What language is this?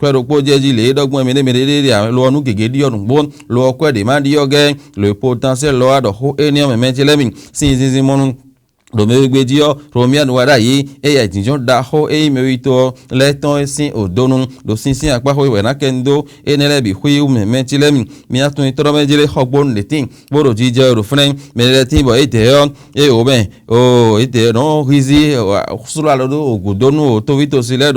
Fon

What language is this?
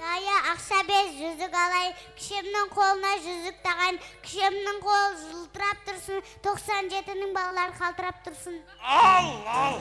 Kara-Kalpak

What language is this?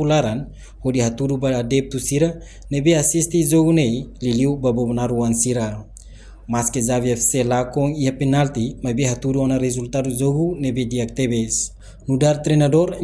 Tetum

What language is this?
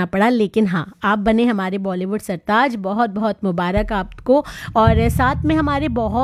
Hindi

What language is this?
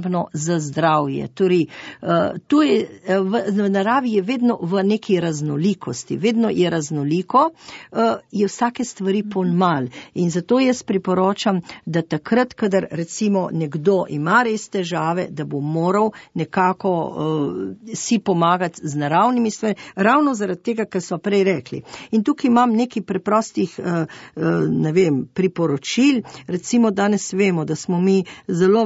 Slovenian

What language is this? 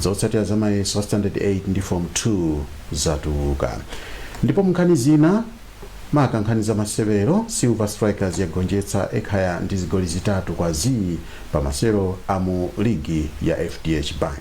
Nyanja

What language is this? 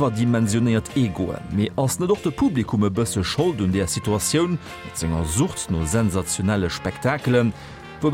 Luxembourgish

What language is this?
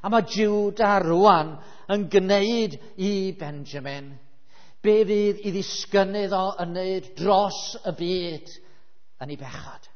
Welsh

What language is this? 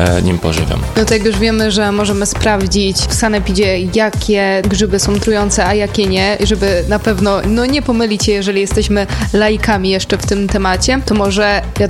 Polish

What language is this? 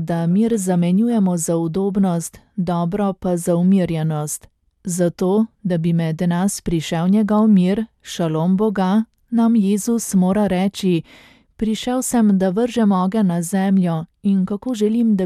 Slovenian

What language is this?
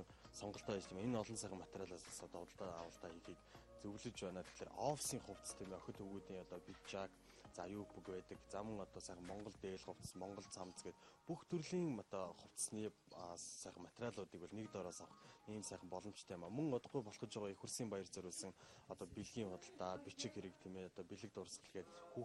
Mongolian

